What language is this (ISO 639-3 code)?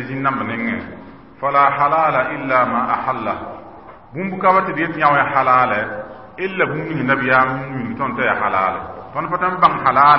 mos